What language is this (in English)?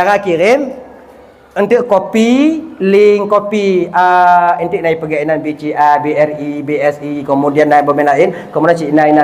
Achinese